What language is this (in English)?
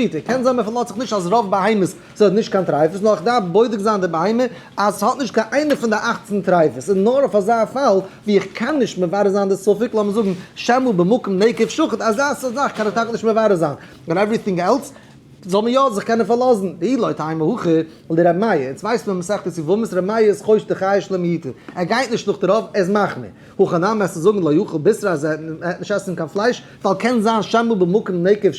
Yiddish